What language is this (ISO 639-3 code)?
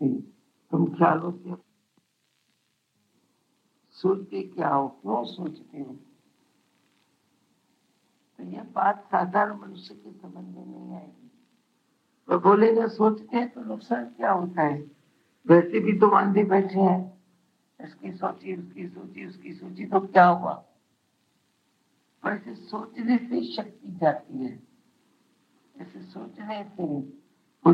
hin